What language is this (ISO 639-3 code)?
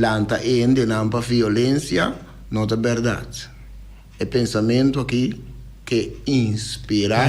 pap